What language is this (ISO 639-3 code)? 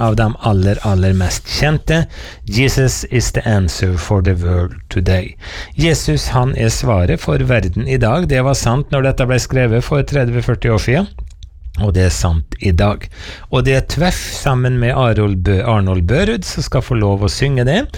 nor